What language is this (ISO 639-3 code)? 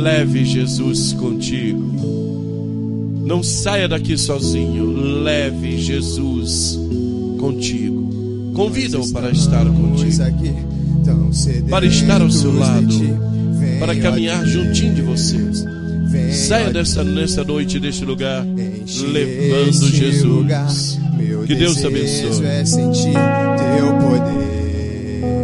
por